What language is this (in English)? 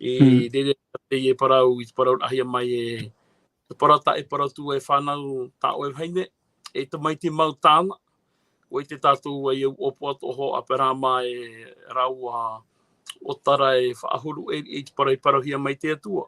Tahitian